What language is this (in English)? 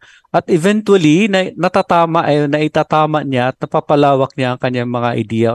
Filipino